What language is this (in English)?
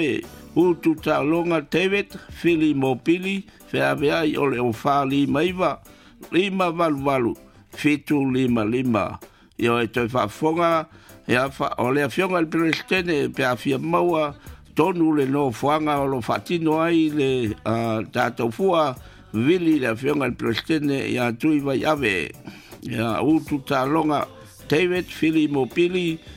Samoan